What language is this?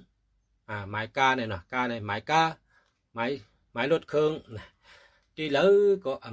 Shan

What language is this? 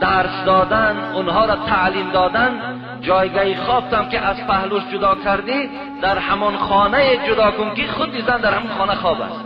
Tajik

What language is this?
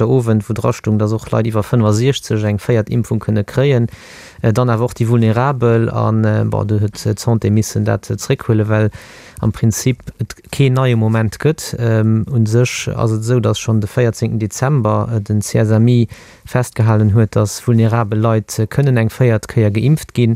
Luxembourgish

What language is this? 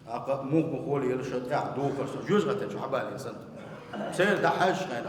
Chechen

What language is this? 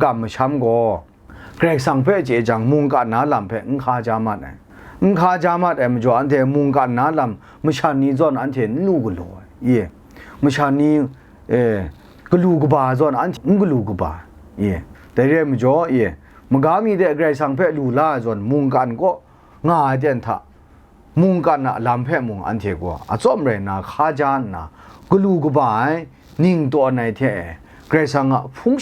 Kachin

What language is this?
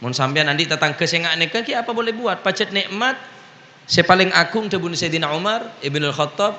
Madurese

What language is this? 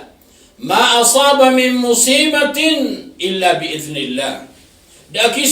Maranao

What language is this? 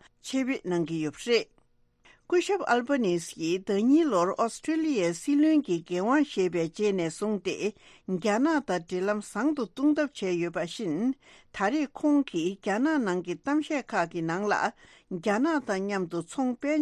Tibetan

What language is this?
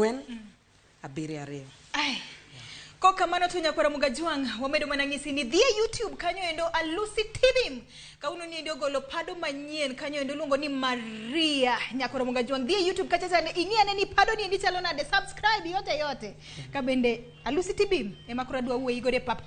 Luo (Kenya and Tanzania)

